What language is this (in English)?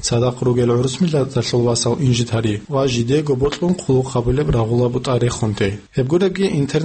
Avaric